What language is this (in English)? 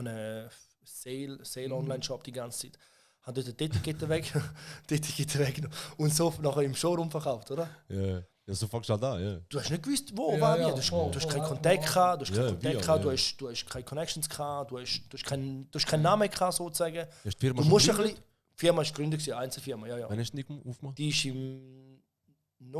Swiss German